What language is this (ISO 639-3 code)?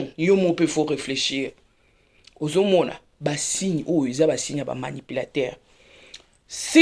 lin